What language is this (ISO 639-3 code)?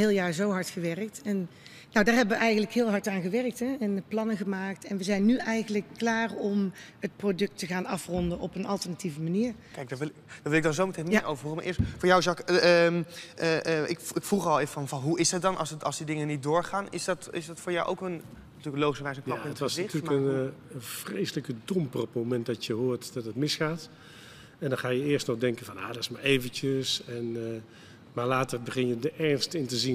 nld